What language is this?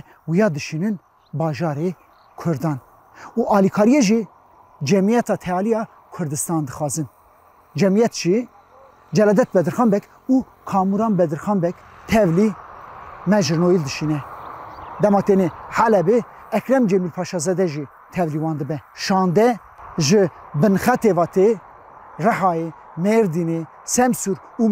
Kurdish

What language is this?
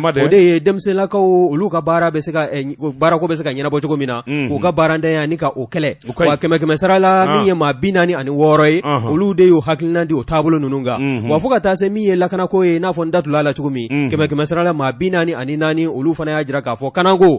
Bambara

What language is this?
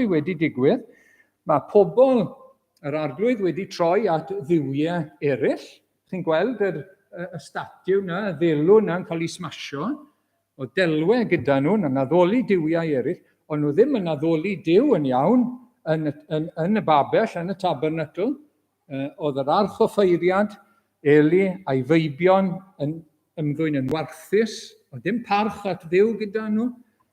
Welsh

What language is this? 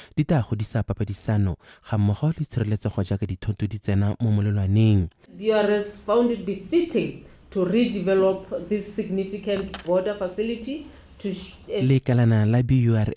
Tswana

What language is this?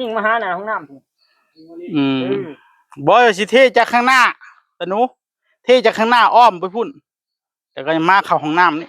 Northeastern Thai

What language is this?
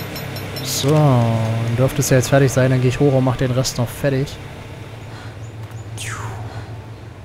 German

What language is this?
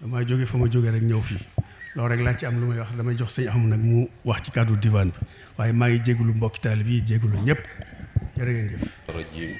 Wolof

